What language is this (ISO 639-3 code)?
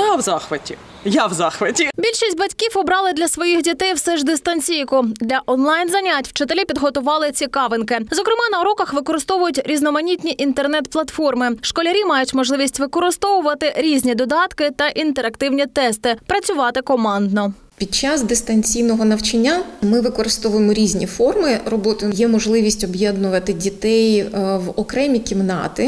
ukr